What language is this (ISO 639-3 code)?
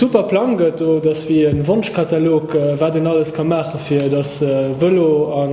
ltz